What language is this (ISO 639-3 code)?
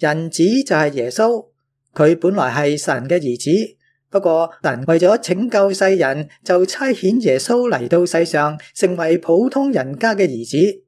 yue